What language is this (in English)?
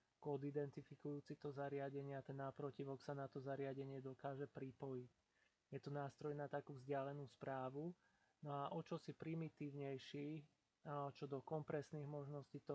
Slovak